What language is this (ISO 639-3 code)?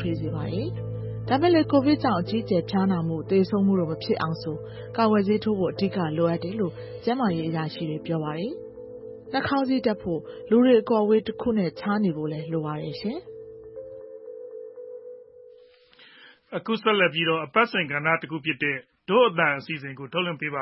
mya